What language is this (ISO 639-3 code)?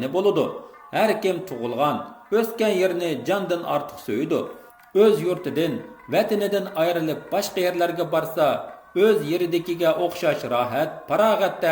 uig